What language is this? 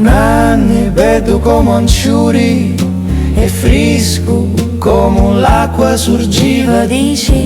Sicilian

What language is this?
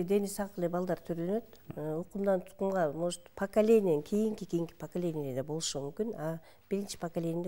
Kyrgyz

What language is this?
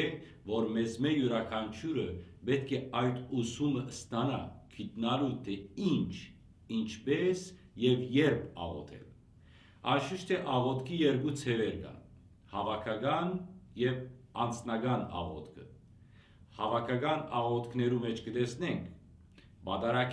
Western Armenian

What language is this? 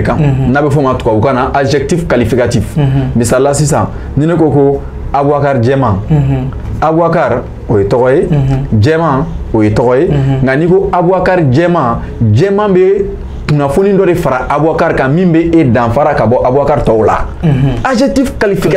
Bambara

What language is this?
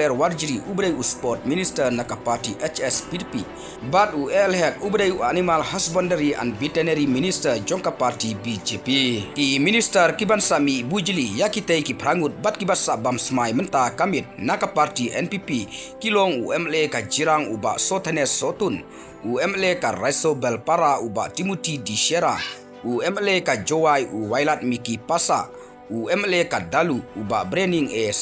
Khasi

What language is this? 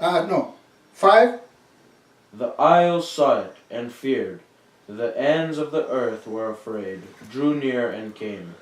Fijian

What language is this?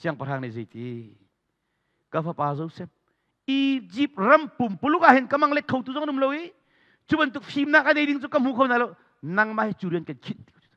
Hakha Chin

